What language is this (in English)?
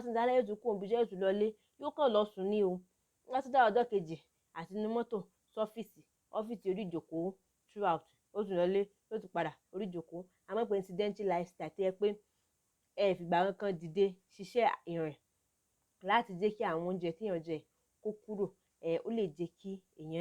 Yoruba